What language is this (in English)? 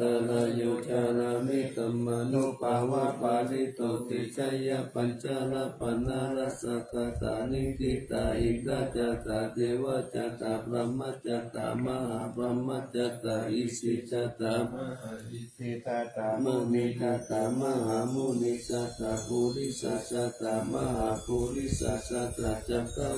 Pali